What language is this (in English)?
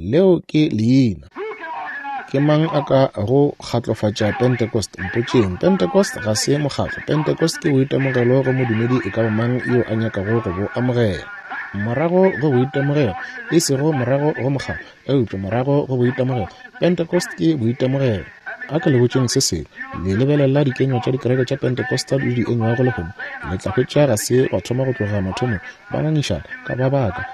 Northern Sotho